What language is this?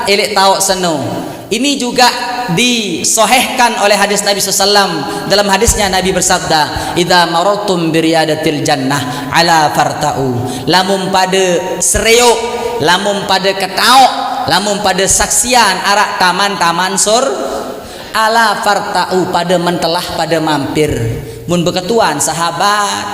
Sasak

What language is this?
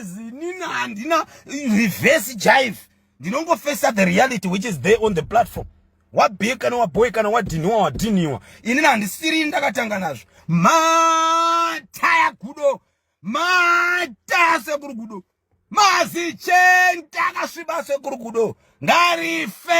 Shona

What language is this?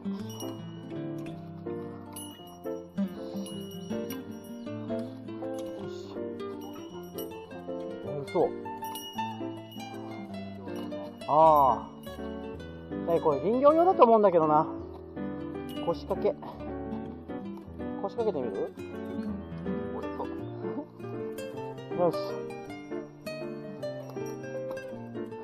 Japanese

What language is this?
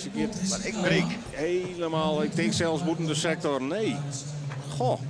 Western Frisian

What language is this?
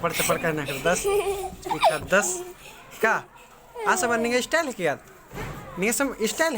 Kurukh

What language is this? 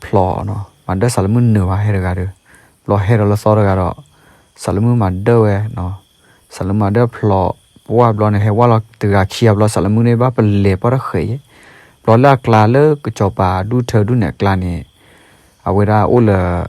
S'gaw Karen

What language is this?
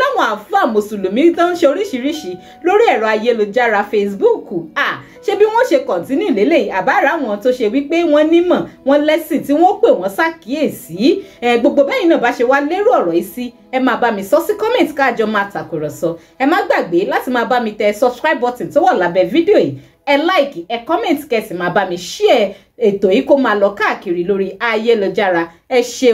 Yoruba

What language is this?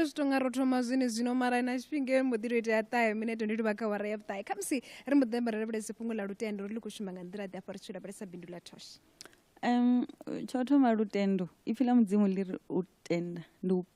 Venda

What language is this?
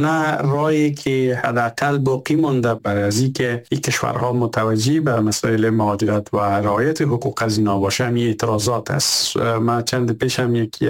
Persian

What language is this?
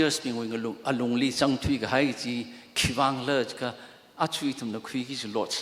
Tangkhul Naga (India)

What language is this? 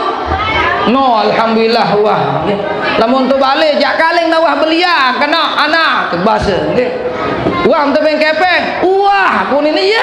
Sasak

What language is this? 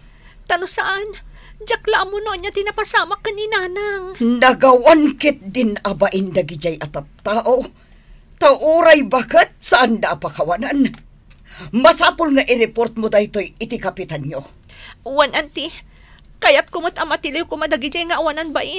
Iloko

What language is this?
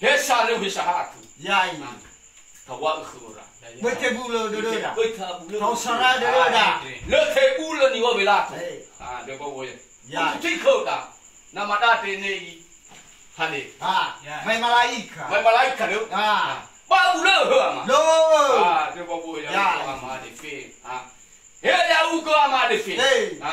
Nias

